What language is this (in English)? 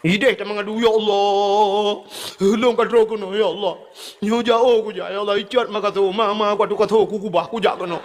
Achinese